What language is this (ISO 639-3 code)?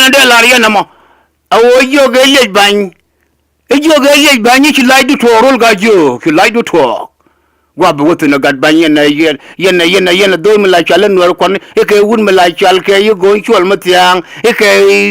nus